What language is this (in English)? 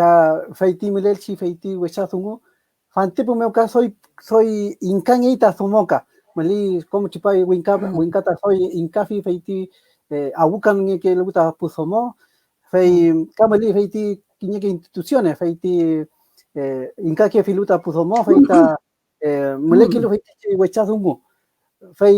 Mapuche